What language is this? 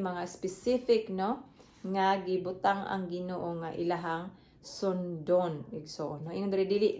Cebuano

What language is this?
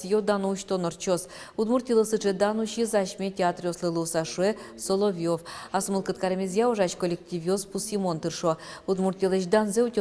Udmurt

